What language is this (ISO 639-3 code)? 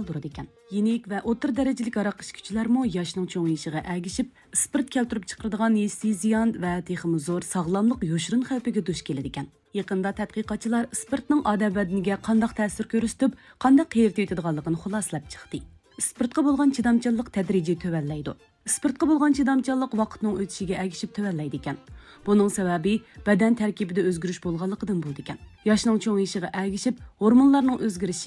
uig